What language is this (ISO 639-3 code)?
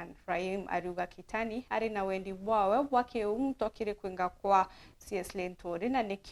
mer